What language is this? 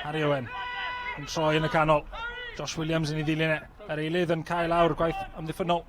Welsh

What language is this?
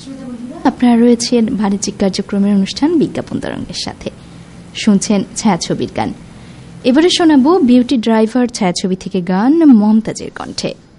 Bangla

